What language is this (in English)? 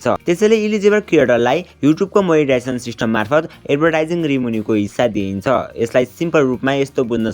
Nepali